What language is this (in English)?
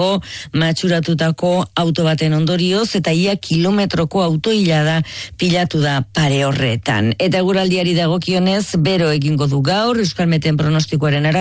Basque